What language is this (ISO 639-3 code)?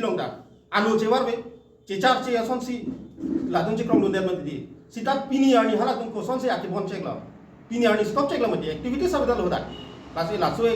mjw